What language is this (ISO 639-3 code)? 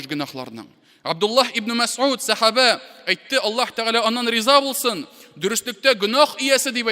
tat